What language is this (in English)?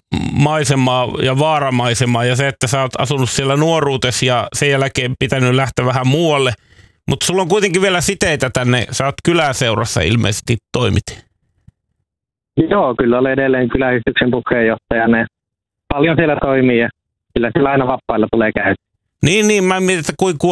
Finnish